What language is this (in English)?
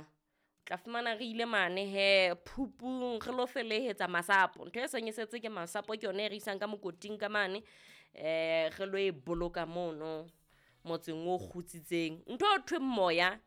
Southern Sotho